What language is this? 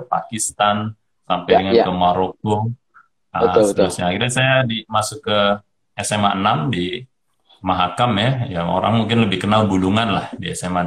Indonesian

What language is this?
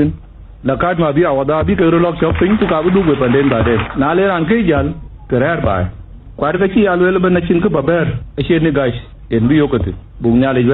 Dinka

